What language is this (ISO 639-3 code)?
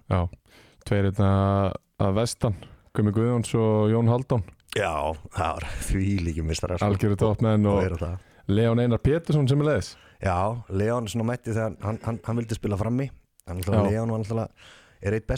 isl